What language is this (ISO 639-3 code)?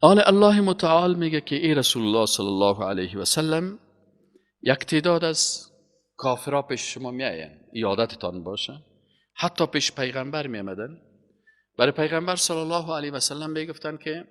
fas